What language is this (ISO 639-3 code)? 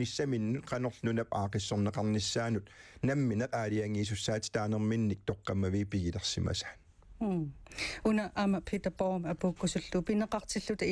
kal